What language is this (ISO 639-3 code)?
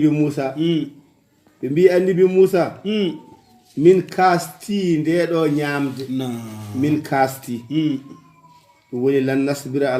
ful